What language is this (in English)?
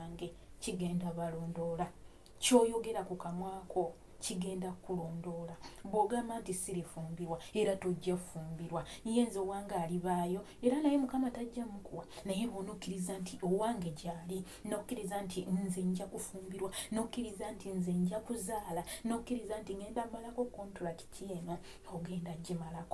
Ganda